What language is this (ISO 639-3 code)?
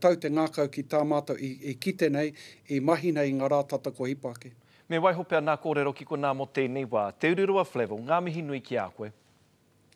mri